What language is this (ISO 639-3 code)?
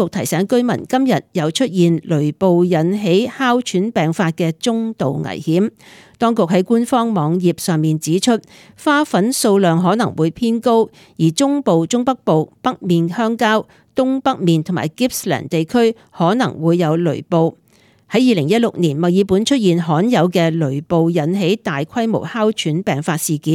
yue